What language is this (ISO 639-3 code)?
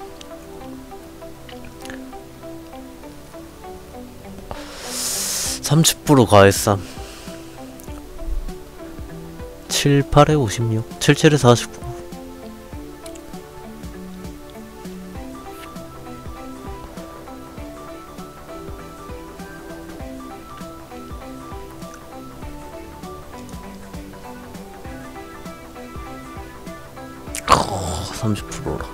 kor